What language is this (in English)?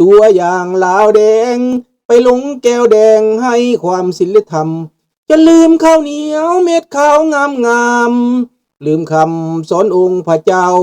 Lao